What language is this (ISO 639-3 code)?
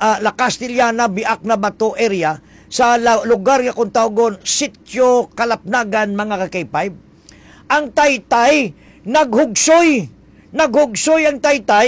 hil